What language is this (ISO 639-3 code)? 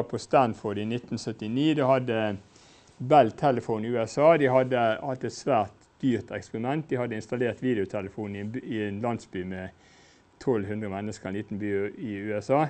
nor